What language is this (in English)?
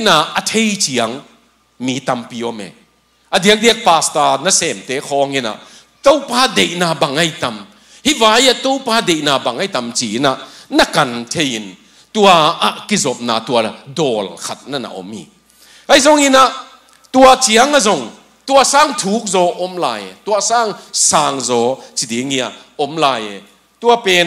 Tedim Chin